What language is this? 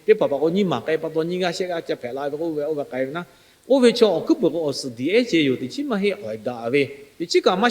Lahu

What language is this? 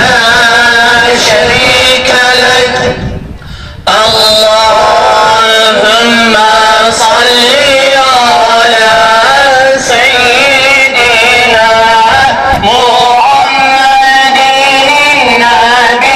Turkish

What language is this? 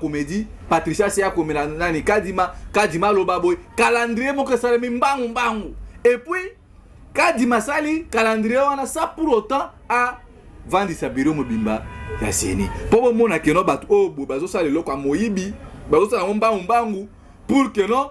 Lingala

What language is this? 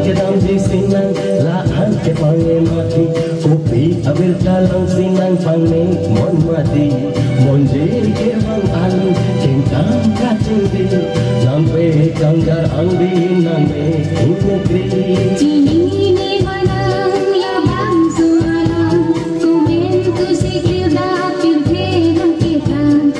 Karbi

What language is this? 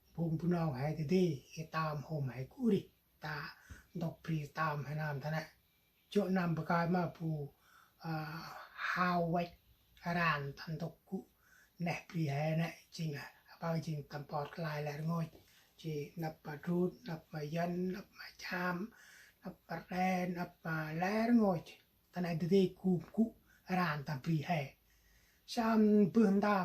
Central Mnong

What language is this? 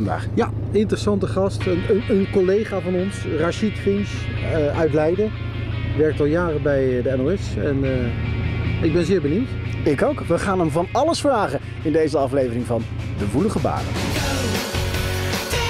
Dutch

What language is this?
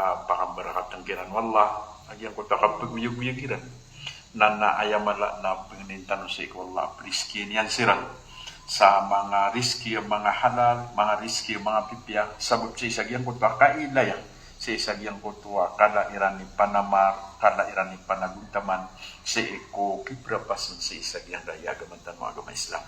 Maranao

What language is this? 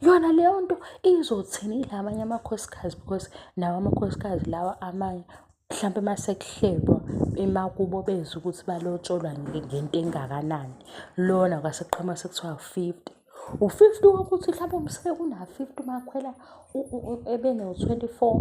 Zulu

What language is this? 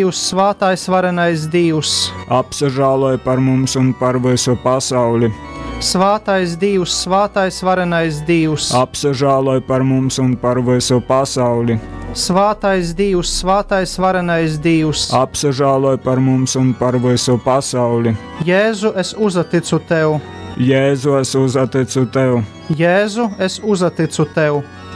Latgalian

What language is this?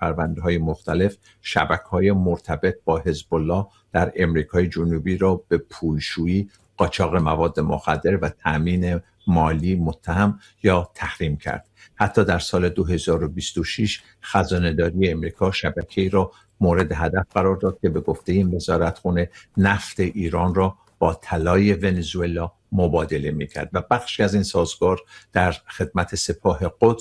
Persian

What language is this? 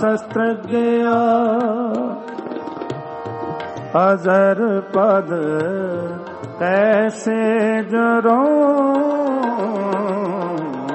Punjabi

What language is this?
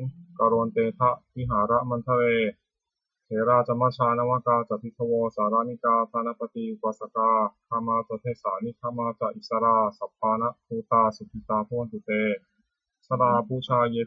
Pali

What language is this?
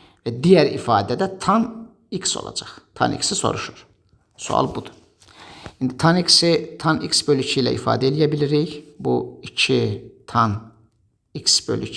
Azerbaijani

